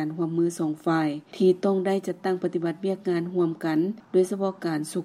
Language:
Lao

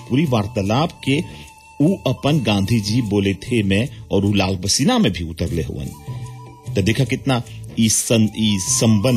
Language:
Bhojpuri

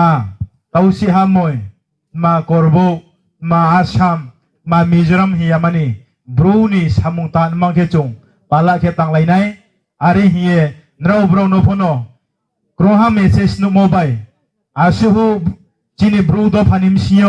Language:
Riang (India)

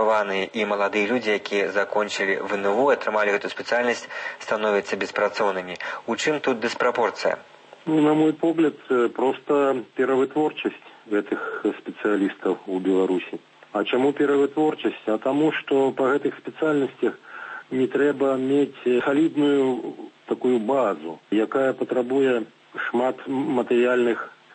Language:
Belarusian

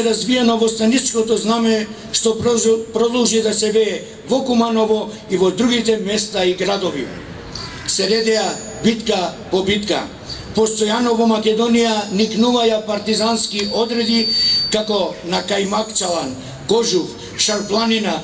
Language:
Macedonian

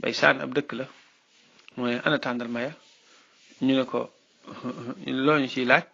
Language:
Wolof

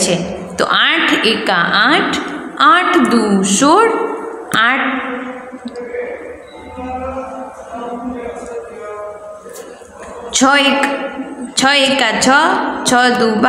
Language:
Gujarati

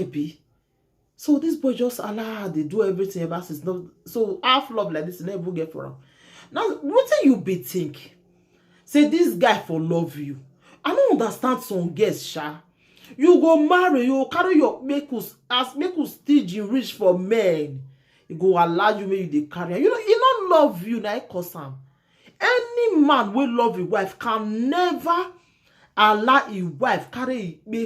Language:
Nigerian Pidgin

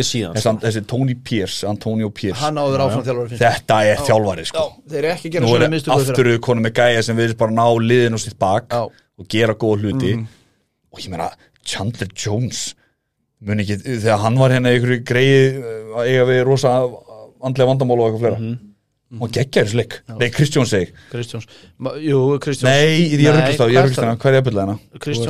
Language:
Icelandic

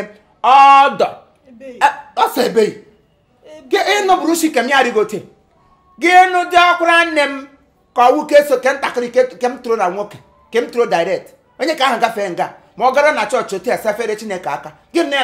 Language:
Igbo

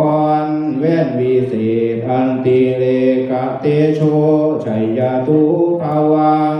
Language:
Northeastern Thai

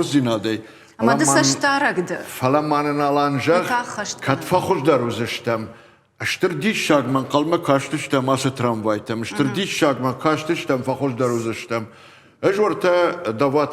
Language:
Ossetic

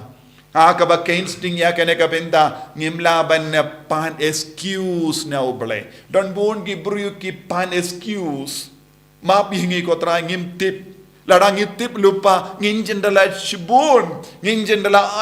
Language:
Khasi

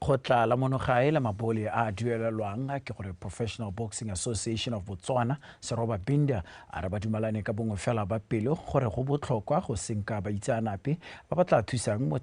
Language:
Tswana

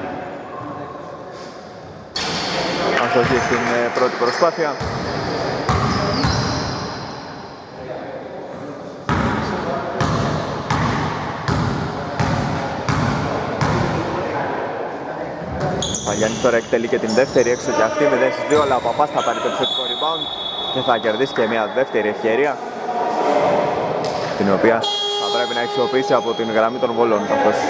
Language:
Greek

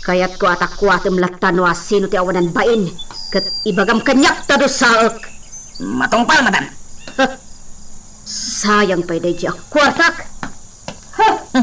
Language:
Iloko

